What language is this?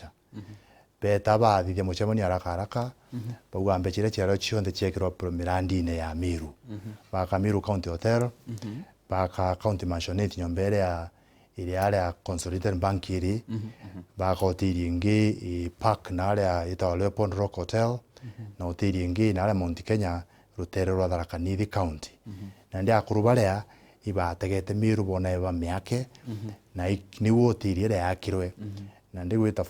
Meru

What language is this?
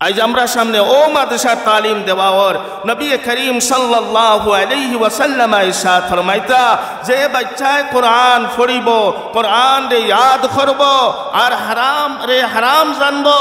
Sylheti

